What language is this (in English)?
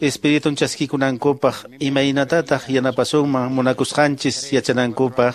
Quechua